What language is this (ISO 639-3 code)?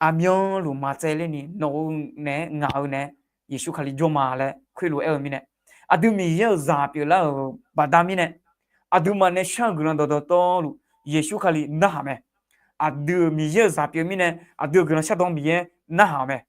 ahk